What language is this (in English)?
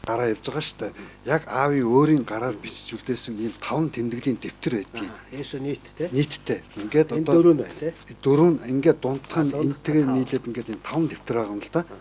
Mongolian